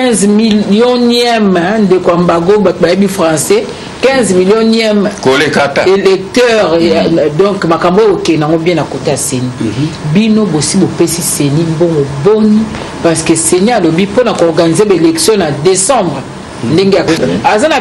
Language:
Lingala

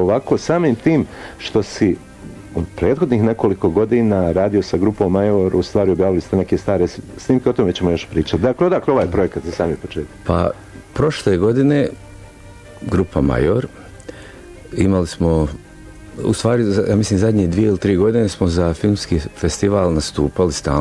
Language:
Bosnian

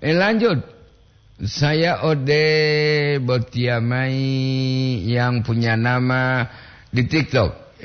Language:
Gorontalo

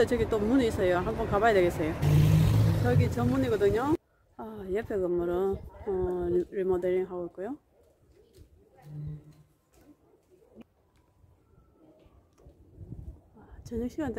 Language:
Korean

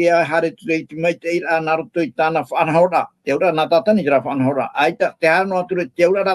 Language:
Tahitian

